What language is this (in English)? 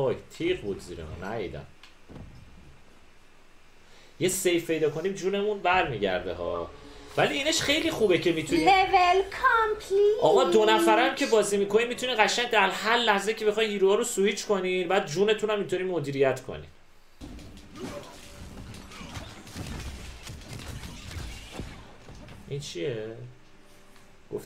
Persian